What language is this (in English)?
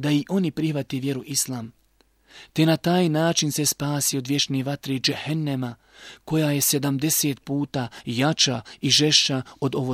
Bosnian